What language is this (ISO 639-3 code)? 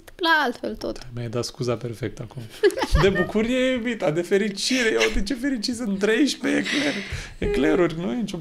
ron